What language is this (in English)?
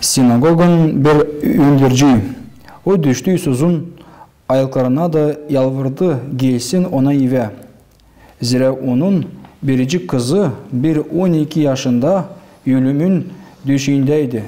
Gagauz